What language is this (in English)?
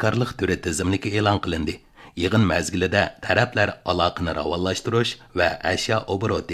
Uyghur